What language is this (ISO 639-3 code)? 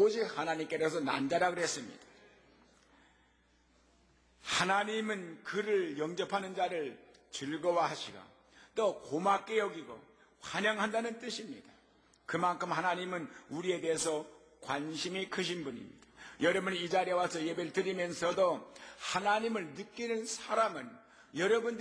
kor